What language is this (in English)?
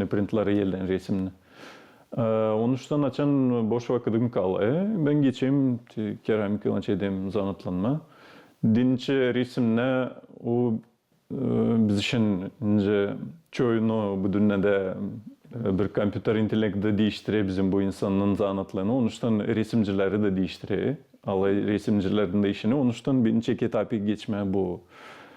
Gagauz